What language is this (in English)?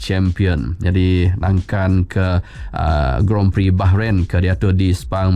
Iban